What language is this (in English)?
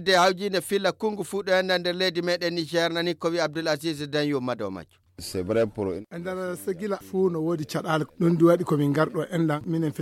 Fula